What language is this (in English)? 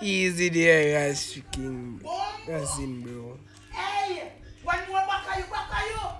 Jamaican Creole English